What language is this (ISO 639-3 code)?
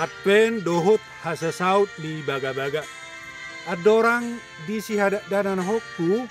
bbc